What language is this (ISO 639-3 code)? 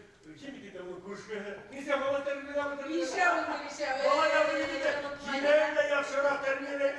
bak